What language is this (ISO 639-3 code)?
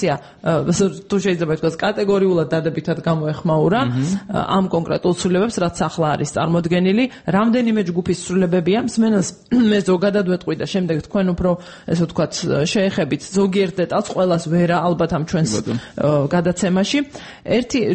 kat